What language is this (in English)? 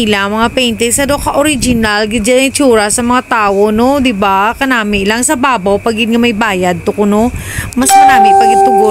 Hiligaynon